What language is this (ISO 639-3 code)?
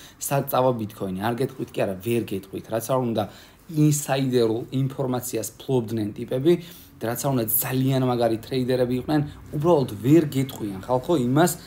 kat